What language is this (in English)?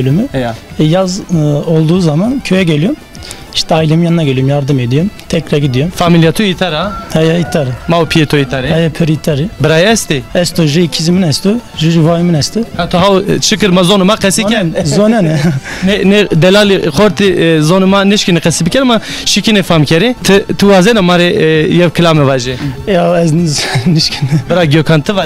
Zaza